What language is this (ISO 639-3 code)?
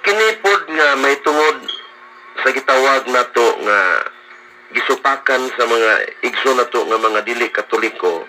ceb